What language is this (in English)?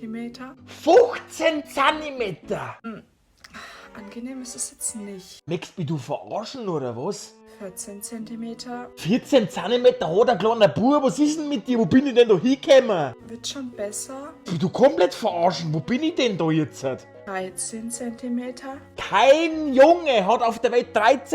Bavarian